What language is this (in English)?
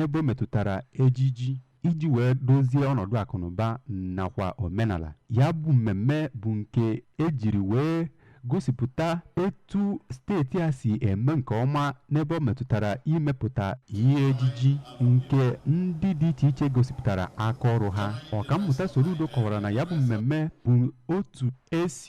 Igbo